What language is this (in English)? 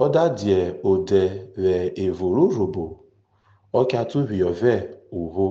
Urhobo